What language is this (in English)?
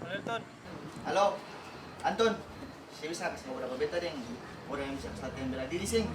Ambonese Malay